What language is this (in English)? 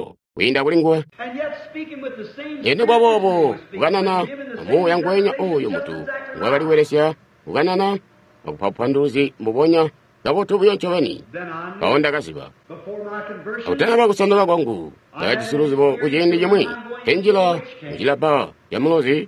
Tonga (Zambia)